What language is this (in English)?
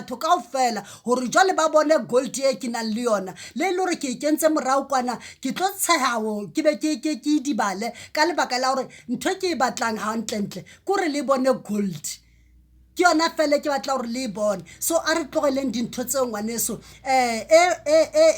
Southern Sotho